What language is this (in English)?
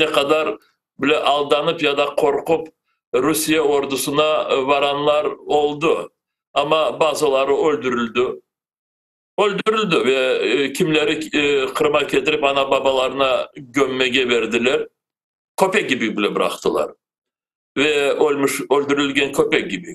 Crimean Tatar